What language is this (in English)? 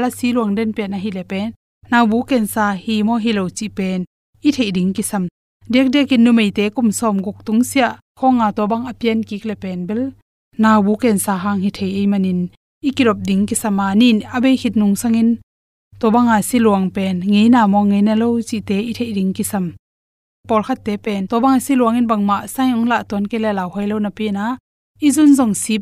Tedim Chin